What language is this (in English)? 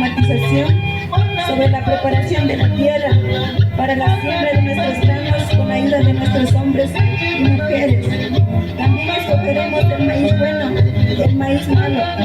Imbabura Highland Quichua